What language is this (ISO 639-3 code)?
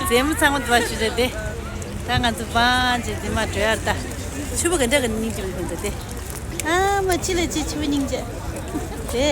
bod